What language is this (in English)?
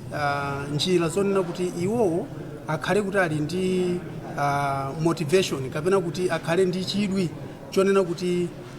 Nyanja